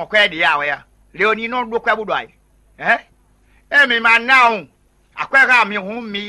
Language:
Fon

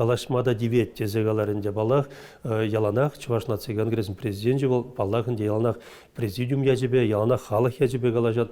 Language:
Chuvash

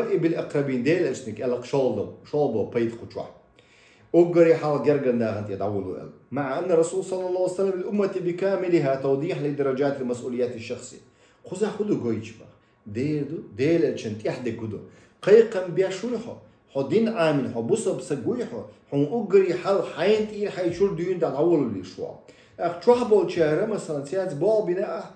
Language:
Chechen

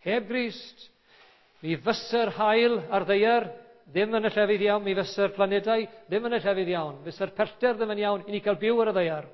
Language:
Welsh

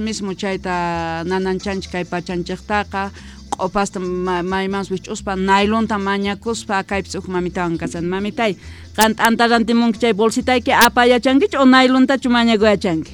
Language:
South Bolivian Quechua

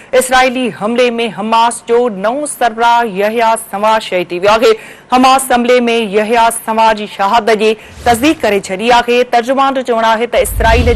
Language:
Sindhi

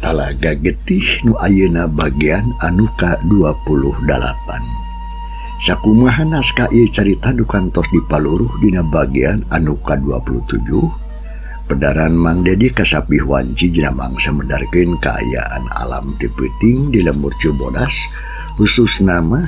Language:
Sundanese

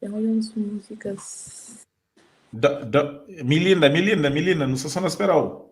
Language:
Kabuverdianu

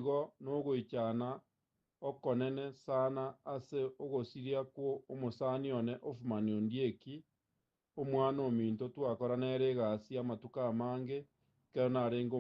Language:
Gusii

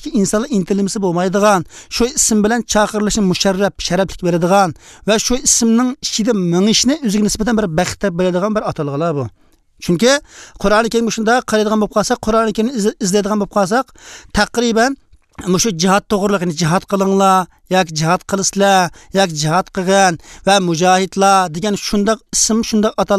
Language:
Uyghur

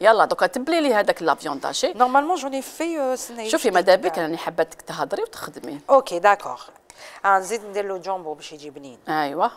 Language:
Algerian Arabic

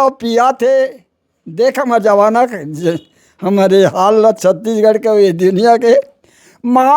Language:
Chhattisgarhi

